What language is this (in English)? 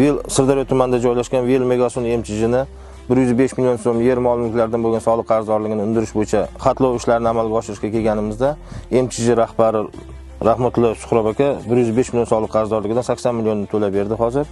Uzbek